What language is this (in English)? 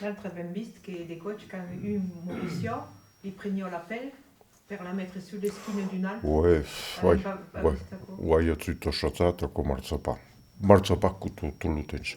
Occitan